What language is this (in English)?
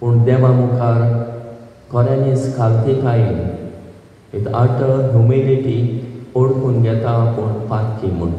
Konkani